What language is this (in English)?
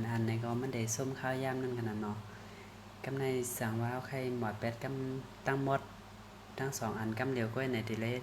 Shan